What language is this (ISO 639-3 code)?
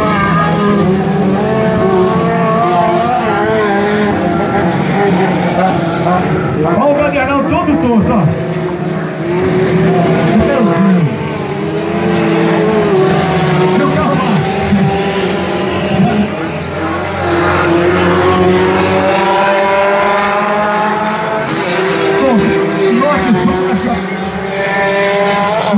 por